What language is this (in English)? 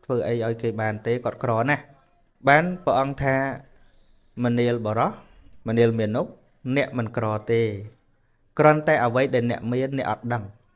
Khmer